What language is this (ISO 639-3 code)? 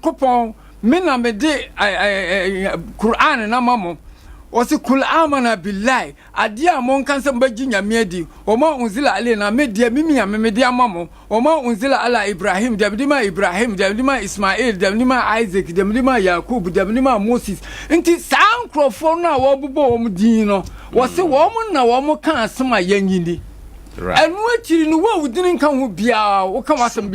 aka